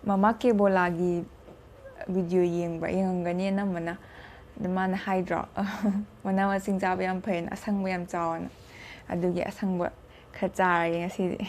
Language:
Manipuri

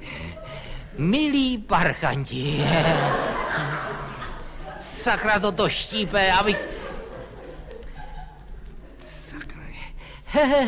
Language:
Czech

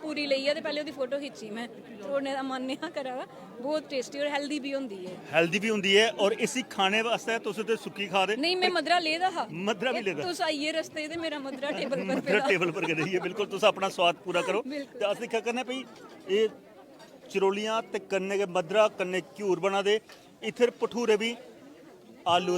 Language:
Dogri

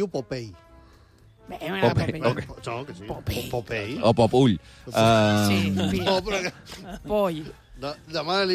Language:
Catalan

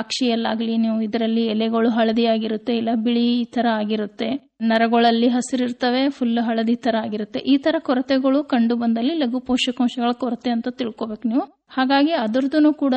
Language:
Kannada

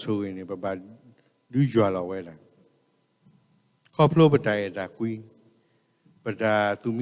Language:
S'gaw Karen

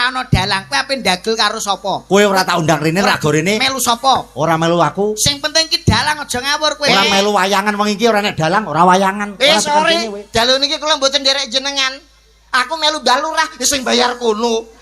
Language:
Javanese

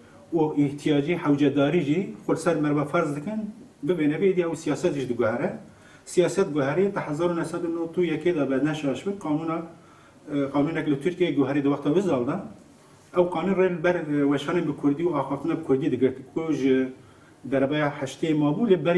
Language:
Kurdish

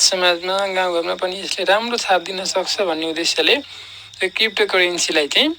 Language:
Nepali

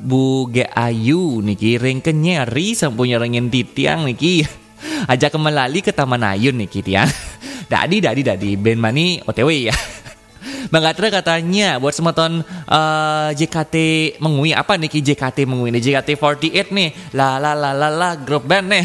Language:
Balinese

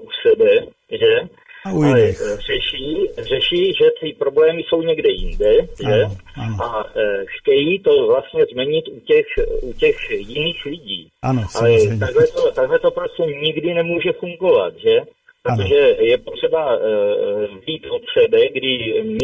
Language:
Czech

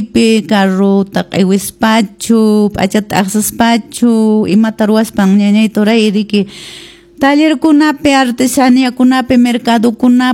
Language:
Quechua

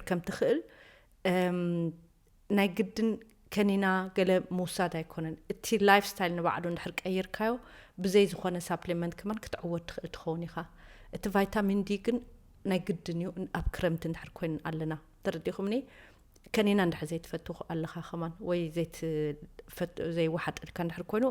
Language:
Tigrinya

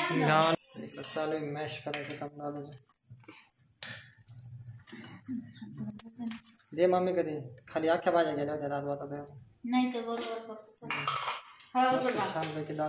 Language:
Marathi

